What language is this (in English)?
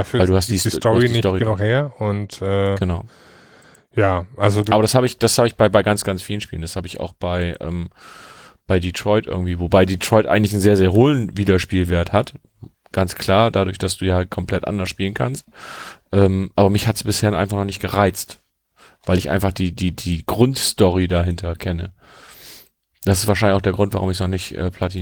German